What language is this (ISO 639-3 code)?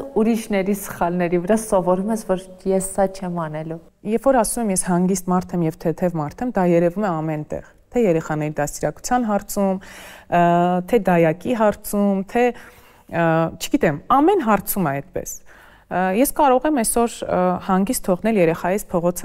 hye